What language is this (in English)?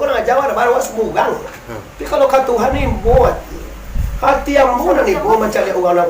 Minangkabau